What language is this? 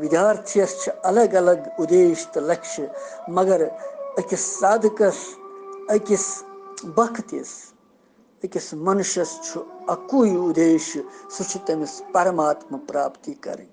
Kashmiri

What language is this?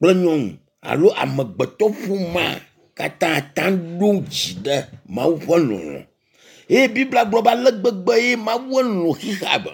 Ewe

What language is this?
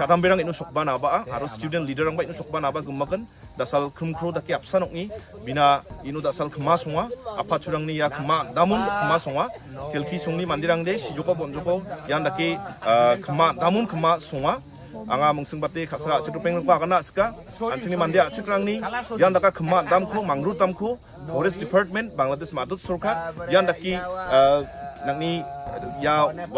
Garo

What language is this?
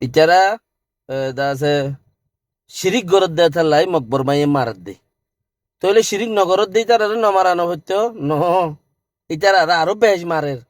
Rohingya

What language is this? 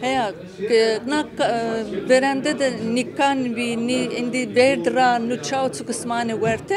Zaza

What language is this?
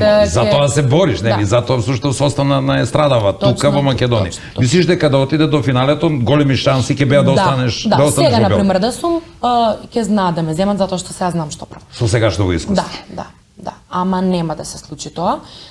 Macedonian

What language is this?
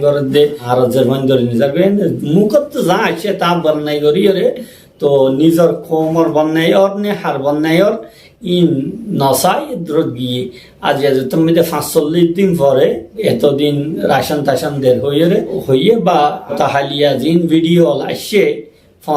Rohingya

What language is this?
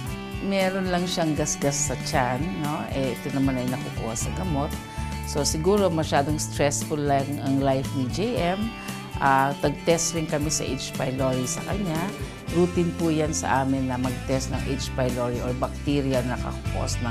Filipino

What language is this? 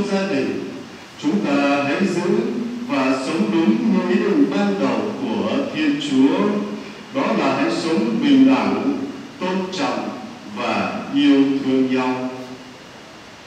Vietnamese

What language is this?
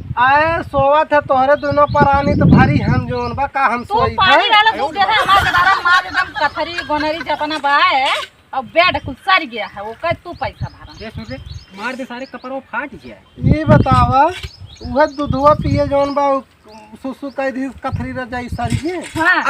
Awadhi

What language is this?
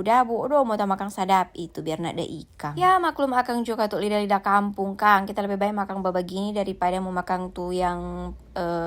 Manado Malay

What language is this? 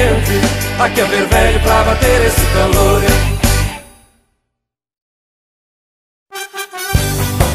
Portuguese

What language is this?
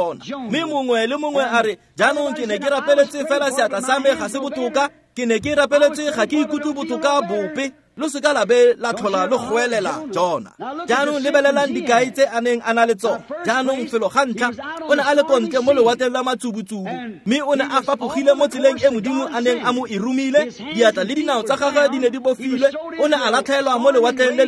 Tswana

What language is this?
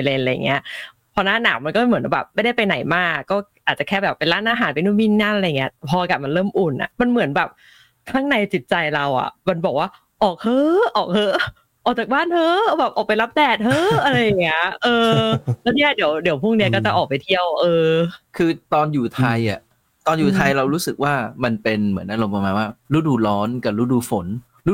Thai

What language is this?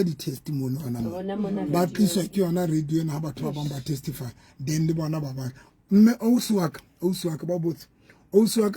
Southern Sotho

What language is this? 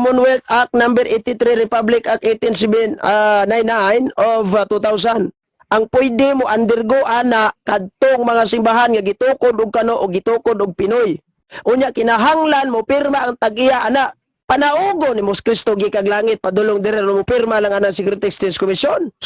Cebuano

